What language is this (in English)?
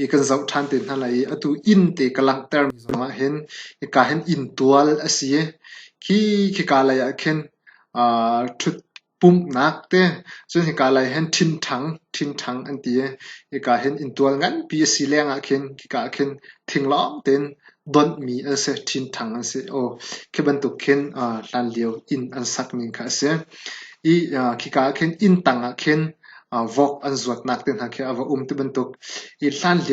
Hakha Chin